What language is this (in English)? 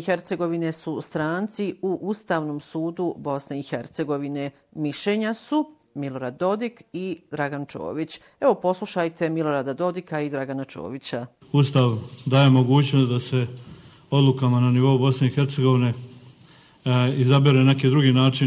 Croatian